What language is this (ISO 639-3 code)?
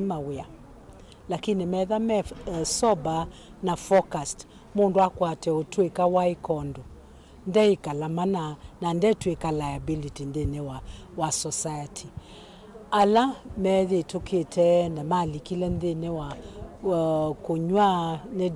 kam